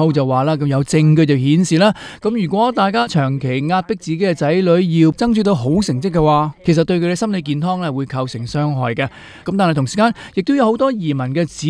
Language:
Cantonese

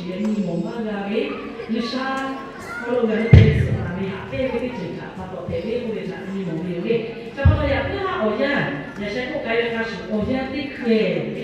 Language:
Lahu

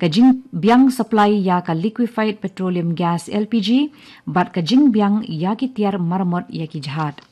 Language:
Khasi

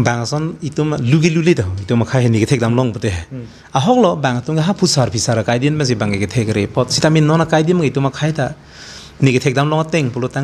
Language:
Karbi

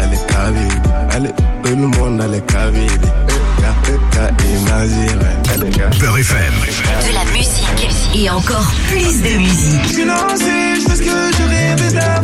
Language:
French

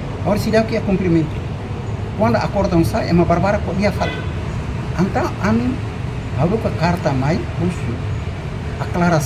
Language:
Tetum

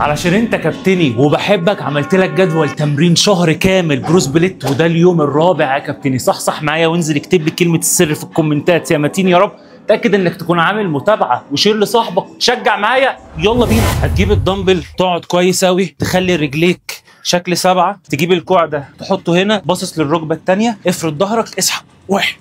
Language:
Egyptian Arabic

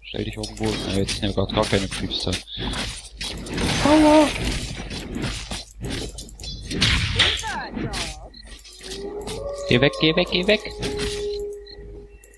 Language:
German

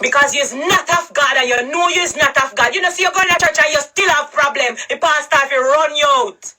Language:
Jamaican Creole English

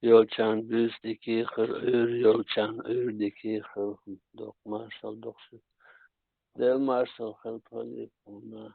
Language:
Chechen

